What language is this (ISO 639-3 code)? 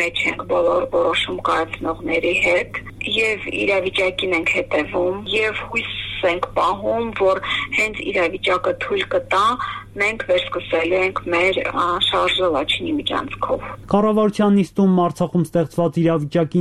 hye